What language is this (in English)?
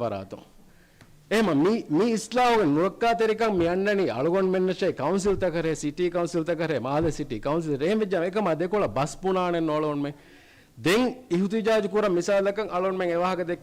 Divehi